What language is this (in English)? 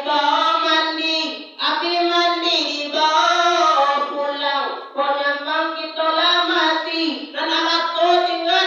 Minangkabau